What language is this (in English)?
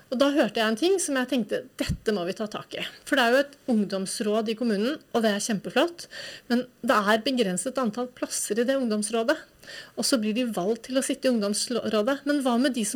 Norwegian